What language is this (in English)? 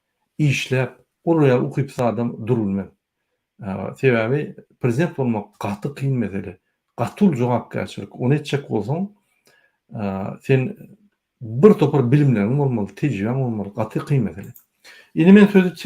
Turkmen